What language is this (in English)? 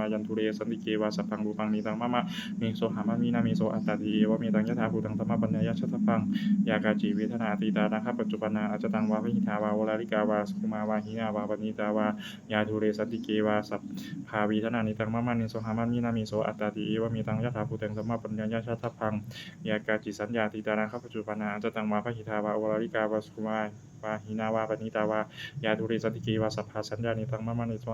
Pali